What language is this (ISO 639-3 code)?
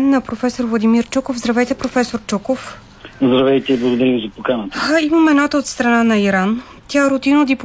bul